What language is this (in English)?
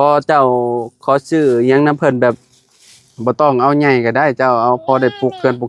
Lao